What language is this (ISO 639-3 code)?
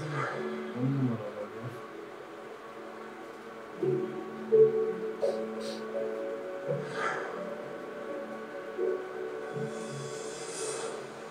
tur